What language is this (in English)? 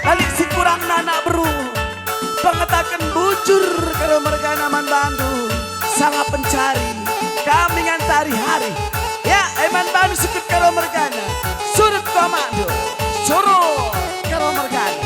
Batak Karo